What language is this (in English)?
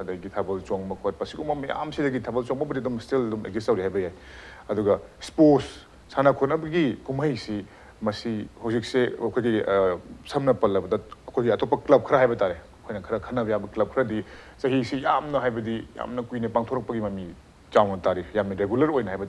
Manipuri